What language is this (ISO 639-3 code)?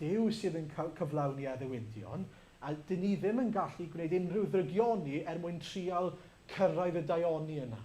cym